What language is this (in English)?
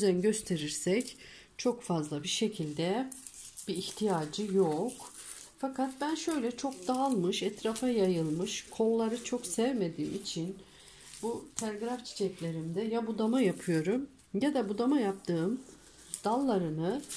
Turkish